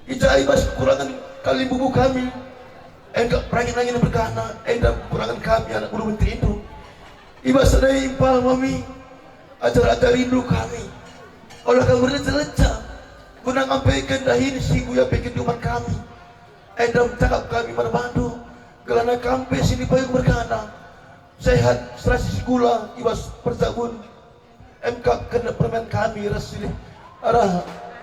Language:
Batak Karo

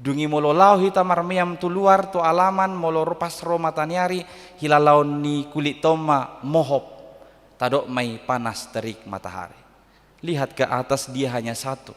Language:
Batak Toba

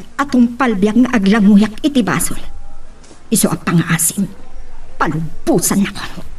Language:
Iloko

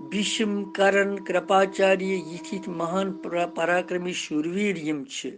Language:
Kashmiri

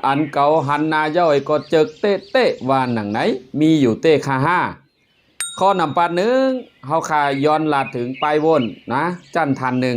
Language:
Shan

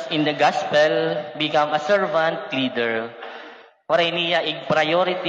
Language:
Waray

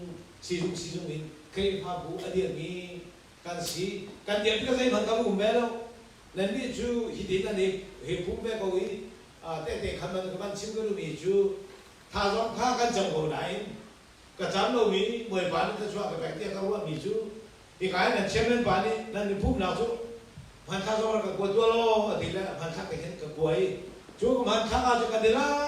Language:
Hakha Chin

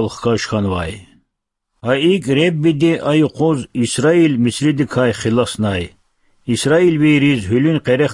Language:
Lezghian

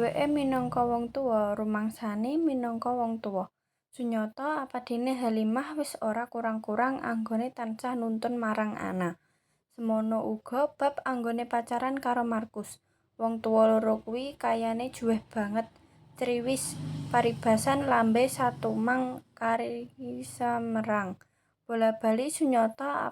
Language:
Javanese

